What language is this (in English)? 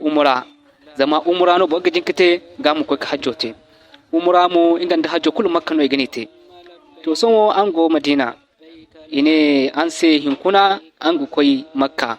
Zarma